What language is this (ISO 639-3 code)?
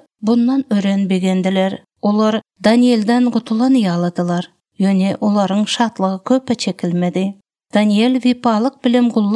tuk